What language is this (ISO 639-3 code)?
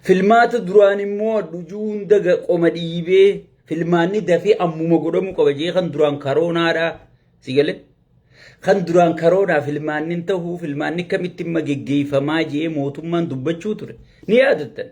orm